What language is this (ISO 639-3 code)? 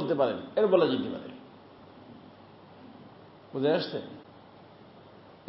ben